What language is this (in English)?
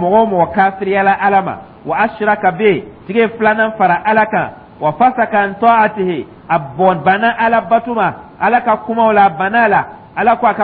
Dyula